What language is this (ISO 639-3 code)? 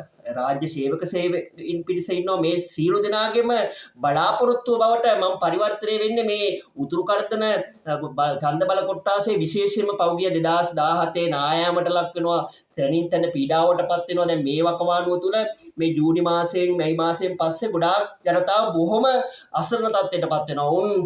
sin